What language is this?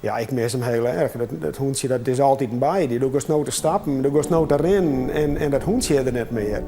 Western Frisian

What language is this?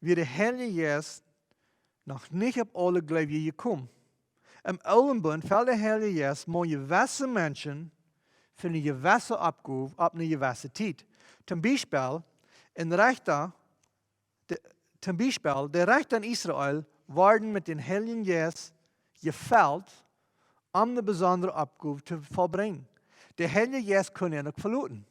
Plautdietsch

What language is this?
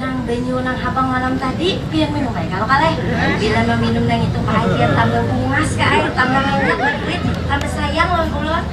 Banjar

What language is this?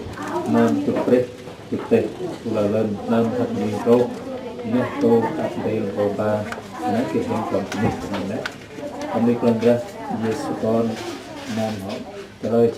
Central Mnong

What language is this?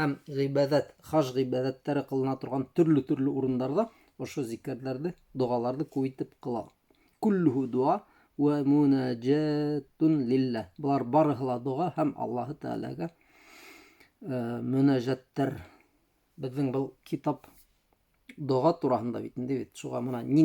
Bashkir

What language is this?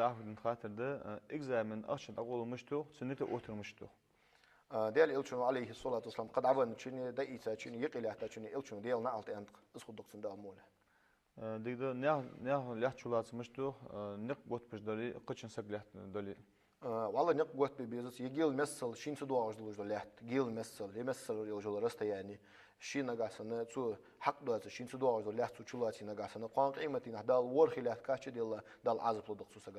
Ingush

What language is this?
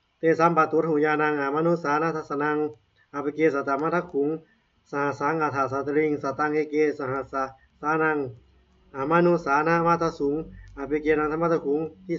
Pali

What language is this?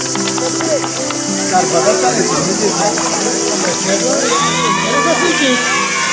Bulgarian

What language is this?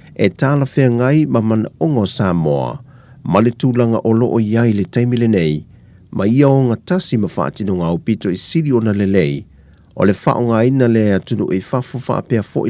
Samoan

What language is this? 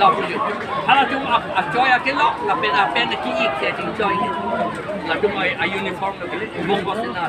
Karbi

